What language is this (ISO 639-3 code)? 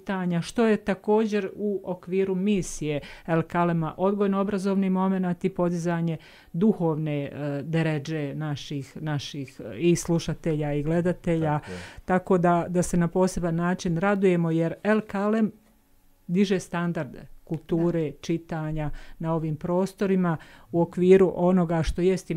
bos